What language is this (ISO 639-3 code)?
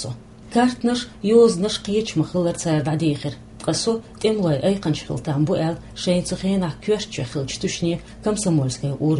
che